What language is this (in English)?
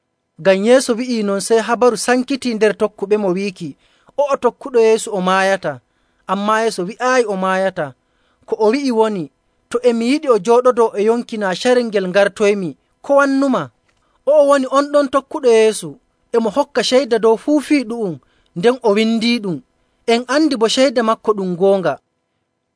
Nigerian Fulfulde